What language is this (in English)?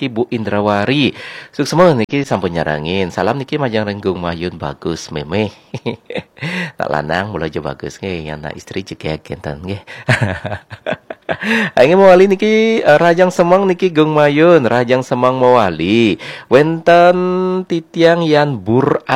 Balinese